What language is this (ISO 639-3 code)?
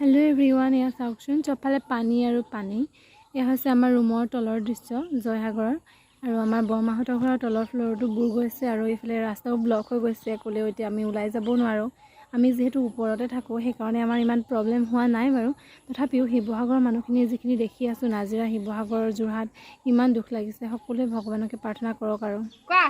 asm